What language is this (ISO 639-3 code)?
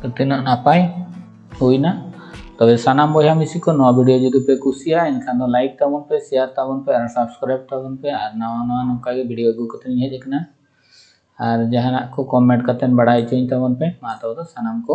sat